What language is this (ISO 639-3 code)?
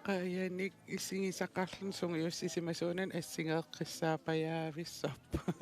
kal